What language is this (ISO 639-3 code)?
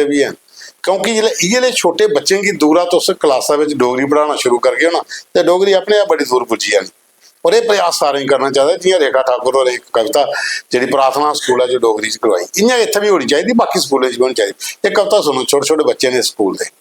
doi